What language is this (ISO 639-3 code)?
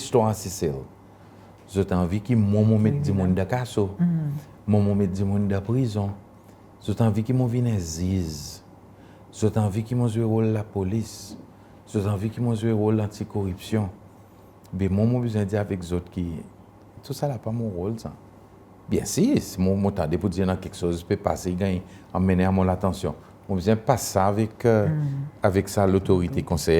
crs